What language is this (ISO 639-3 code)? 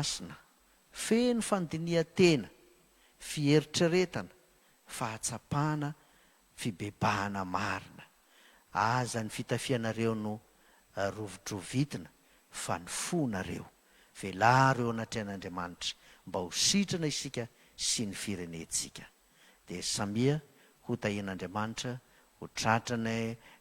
mlg